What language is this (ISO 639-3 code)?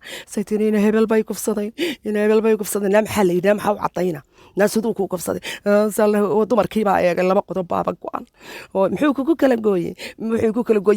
som